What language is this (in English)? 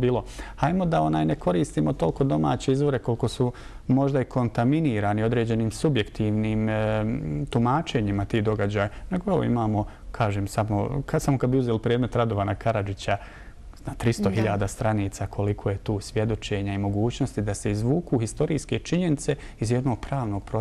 Bosnian